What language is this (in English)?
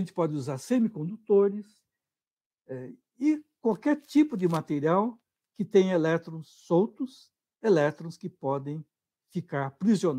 Portuguese